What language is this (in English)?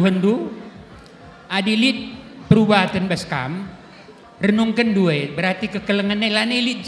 Batak Karo